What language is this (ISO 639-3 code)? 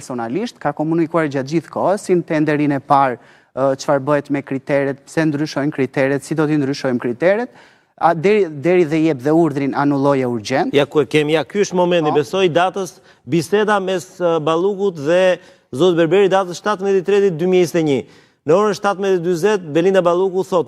sqi